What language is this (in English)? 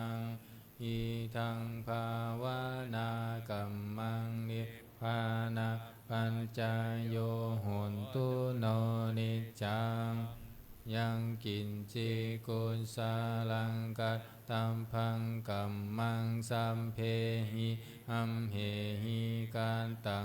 Pali